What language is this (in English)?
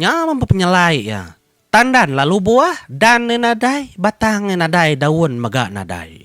Iban